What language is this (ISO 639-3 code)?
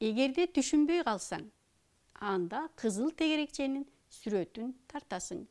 kir